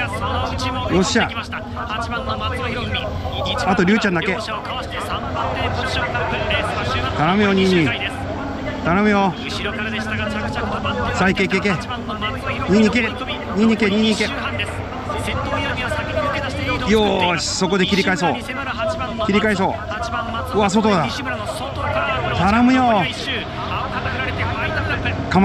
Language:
Japanese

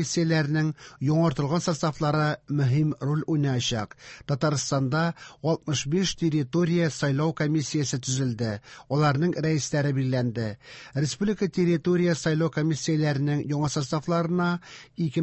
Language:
Tatar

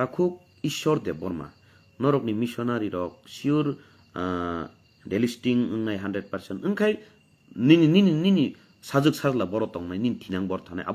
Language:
Kok Borok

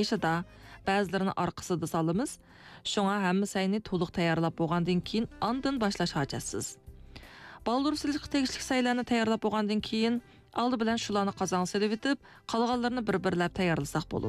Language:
Uyghur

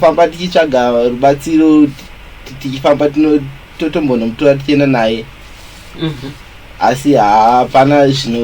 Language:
Shona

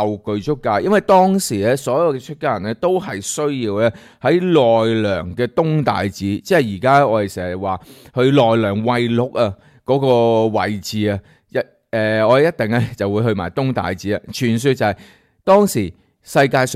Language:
Cantonese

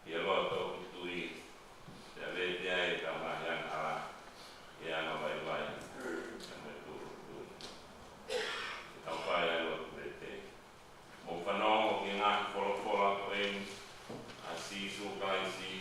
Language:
Tongan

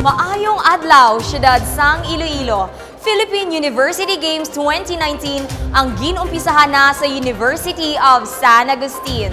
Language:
Hiligaynon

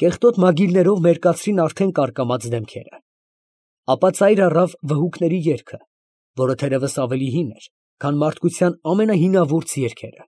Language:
Armenian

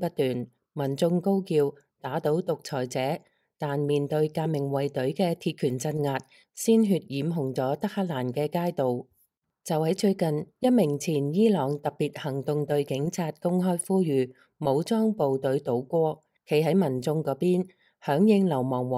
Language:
Cantonese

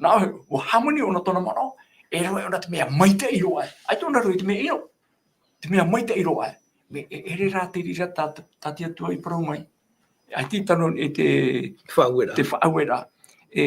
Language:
Tahitian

